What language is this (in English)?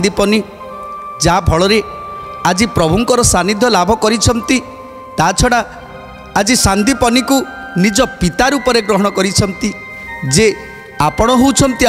Odia